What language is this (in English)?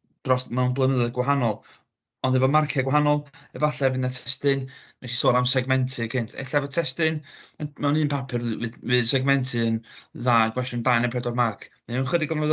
Welsh